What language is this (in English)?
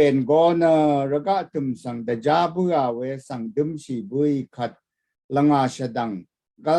Rawang